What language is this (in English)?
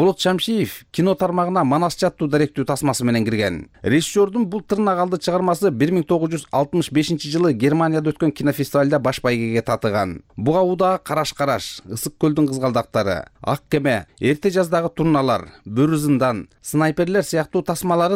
Kyrgyz